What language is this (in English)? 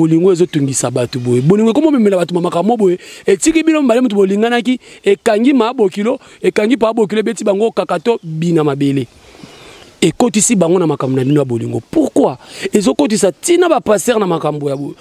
Lingala